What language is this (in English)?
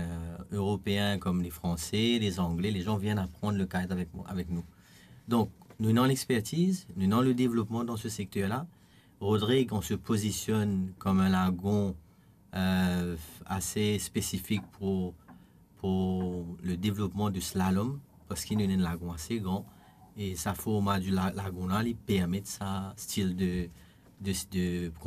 Morisyen